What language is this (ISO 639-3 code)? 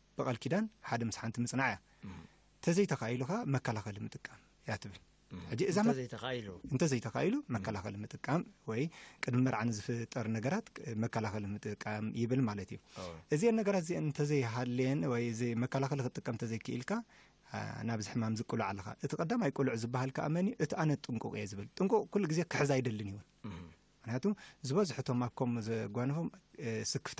tir